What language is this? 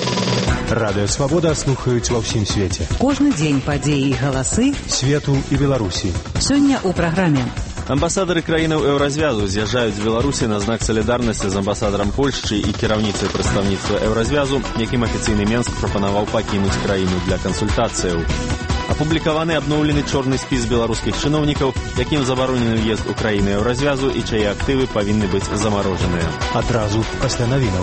Belarusian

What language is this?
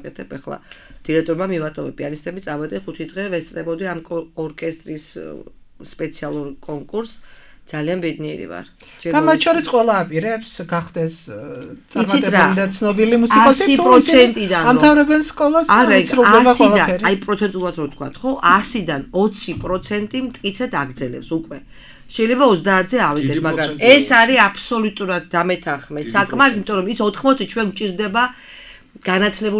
Georgian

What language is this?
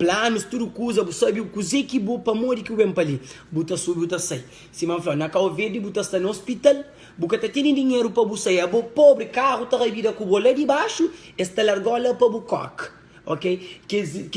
Kabuverdianu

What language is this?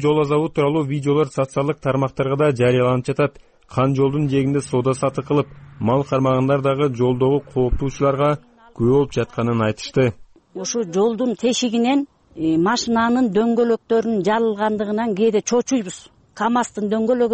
Kyrgyz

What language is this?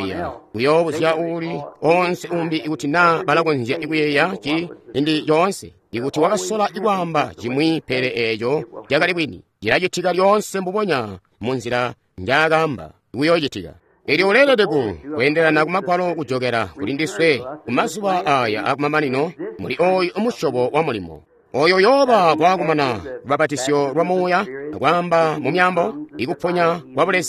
Tonga (Zambia)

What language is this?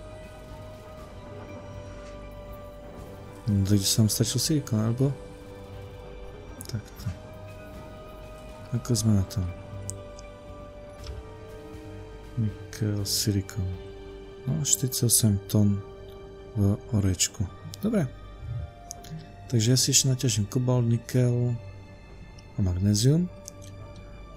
Slovak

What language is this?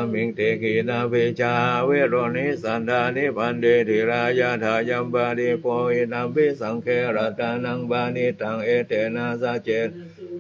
Pali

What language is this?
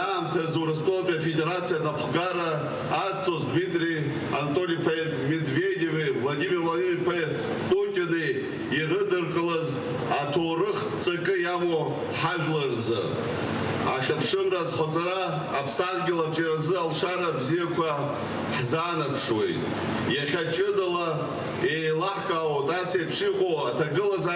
Abkhazian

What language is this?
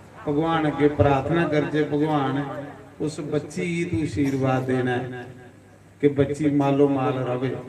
Dogri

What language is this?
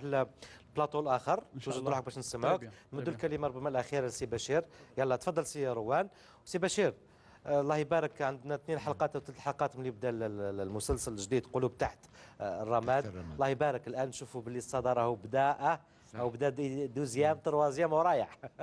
Algerian Arabic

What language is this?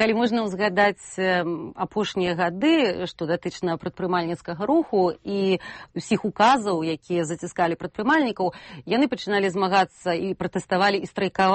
Belarusian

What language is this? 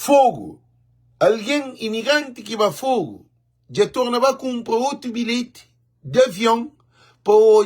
Kabuverdianu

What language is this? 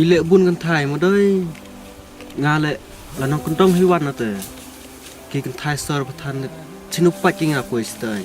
Khasi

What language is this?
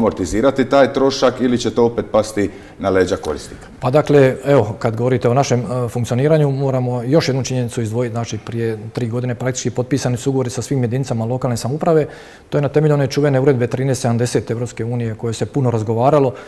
Croatian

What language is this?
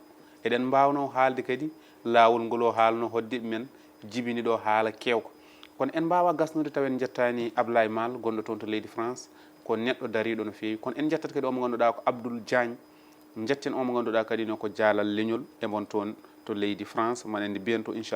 Fula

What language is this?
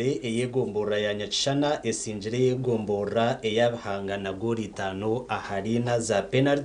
Nyankole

